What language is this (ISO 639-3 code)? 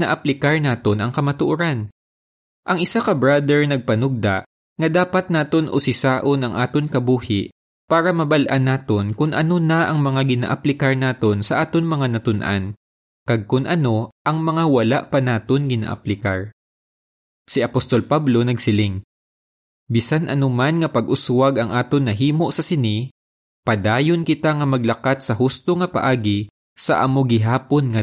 hil